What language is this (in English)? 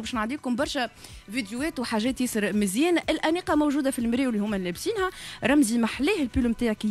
Tunisian Arabic